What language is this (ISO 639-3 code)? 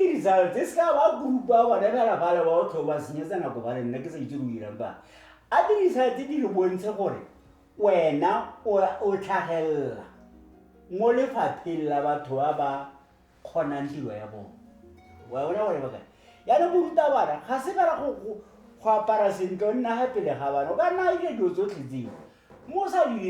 tsn